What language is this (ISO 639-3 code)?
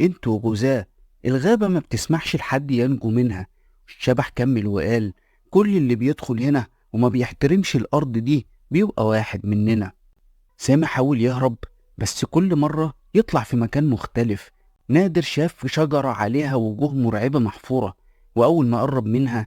arz